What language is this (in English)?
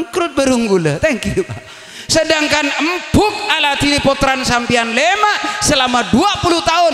Madurese